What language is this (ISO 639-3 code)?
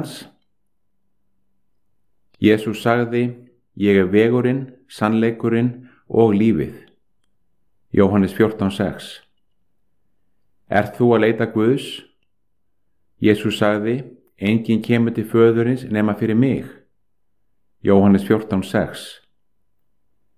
isl